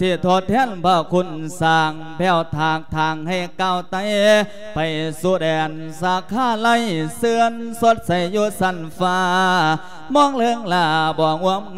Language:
Lao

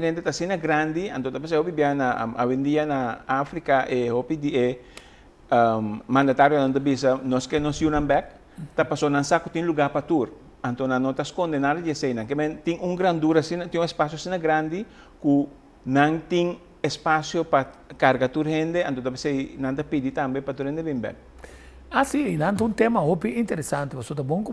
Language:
Papiamento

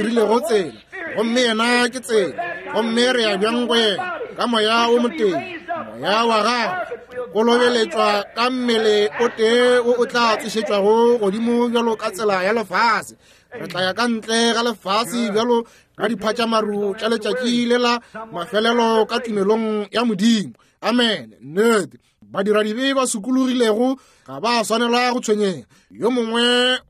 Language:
Northern Sotho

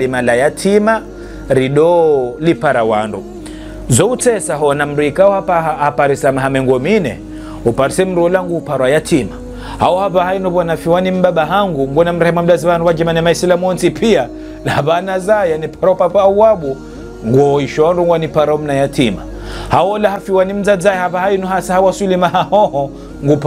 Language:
Ngazidja Comorian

